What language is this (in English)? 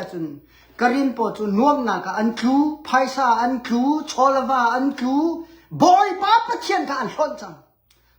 Hakha Chin